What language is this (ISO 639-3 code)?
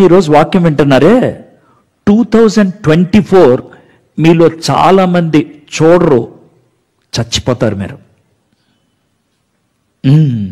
tel